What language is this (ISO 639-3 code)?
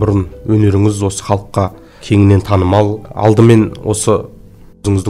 kaz